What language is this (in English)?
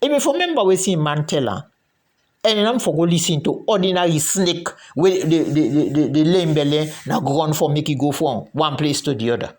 Krio